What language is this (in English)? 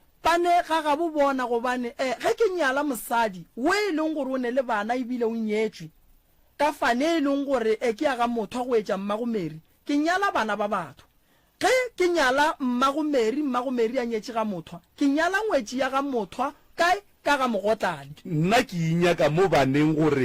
Northern Sotho